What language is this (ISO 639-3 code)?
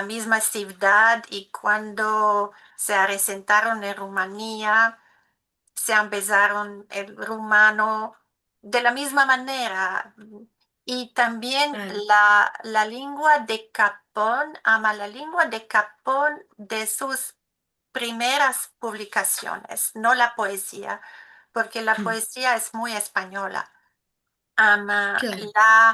lad